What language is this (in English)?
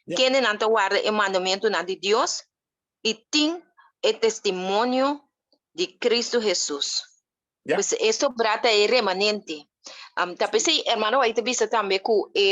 Papiamento